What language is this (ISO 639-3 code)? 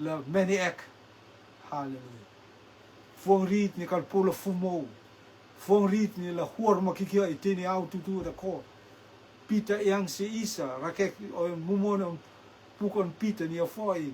rtm